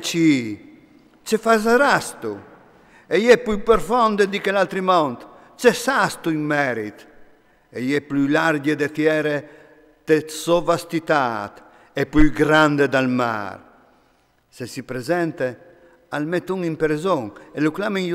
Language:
Friulian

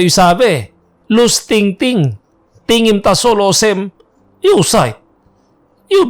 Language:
Tok Pisin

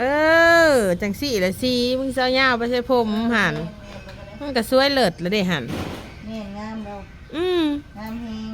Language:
Northeastern Thai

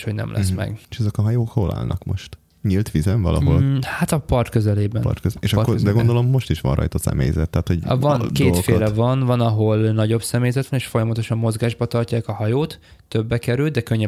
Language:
Hungarian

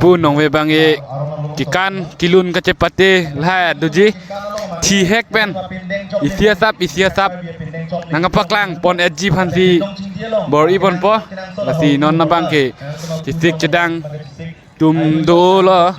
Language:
Karbi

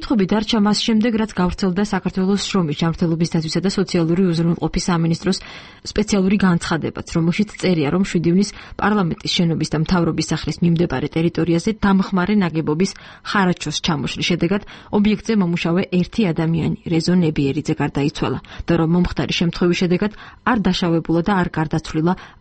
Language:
Georgian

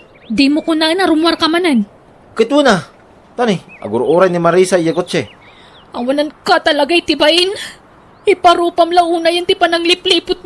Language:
Iloko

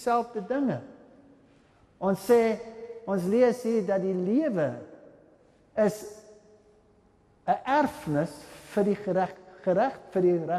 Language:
Afrikaans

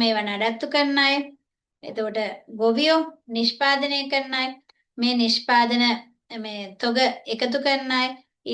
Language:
Sinhala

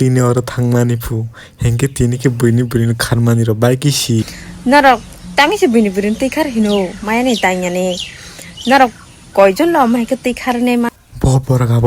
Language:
Kok Borok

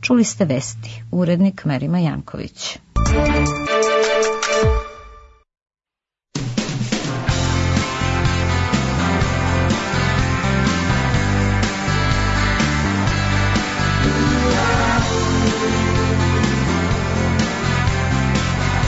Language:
Serbian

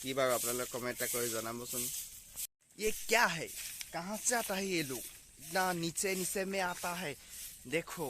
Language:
Assamese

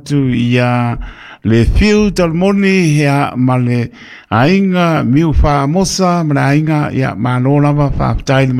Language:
Samoan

